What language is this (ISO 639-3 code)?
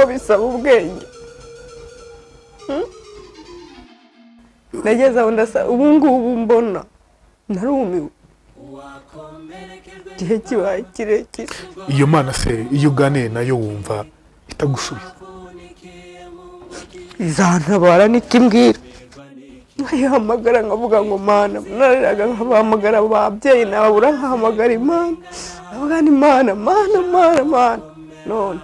kin